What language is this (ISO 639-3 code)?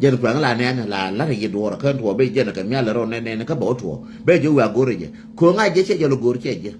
nus